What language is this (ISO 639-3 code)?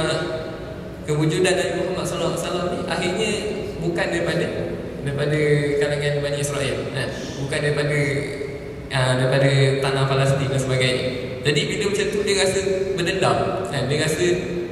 msa